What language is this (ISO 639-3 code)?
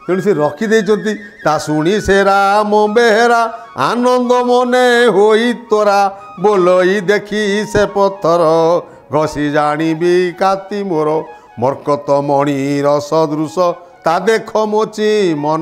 ori